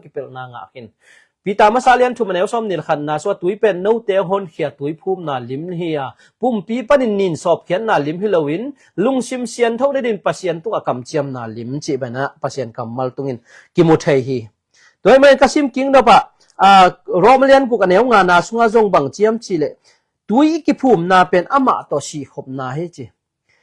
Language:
Tedim Chin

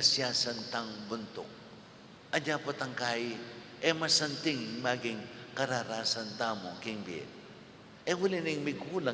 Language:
Pampanga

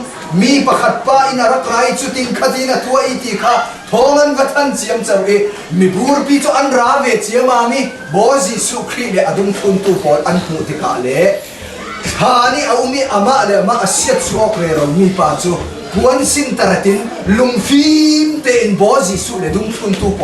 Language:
Hakha Chin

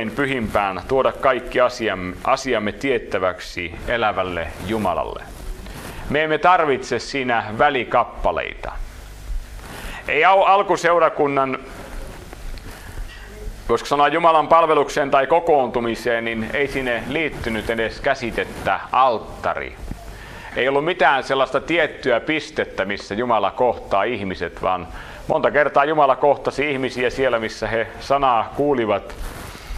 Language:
Finnish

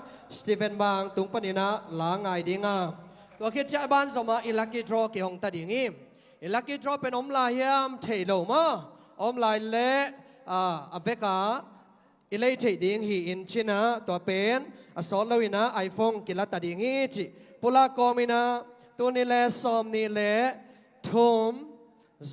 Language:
Tedim Chin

